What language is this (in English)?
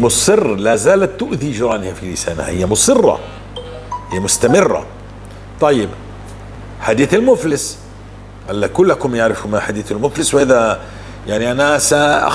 North Levantine Arabic